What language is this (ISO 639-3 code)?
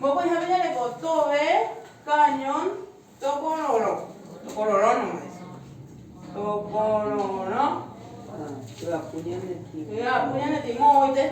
grn